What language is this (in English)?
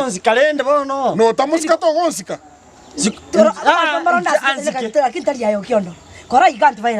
Gusii